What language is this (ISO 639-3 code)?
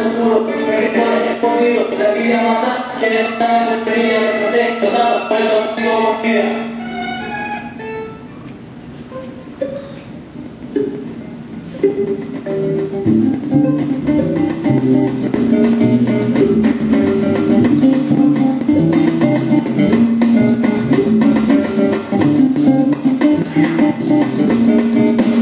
cat